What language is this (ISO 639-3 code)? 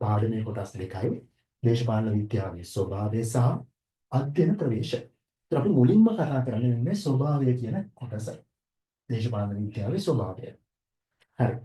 sin